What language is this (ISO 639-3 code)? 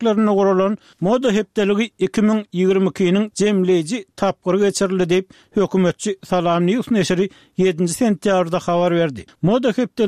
tuk